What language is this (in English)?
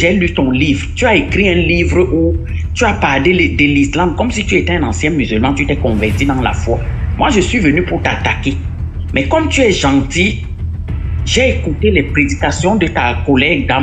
French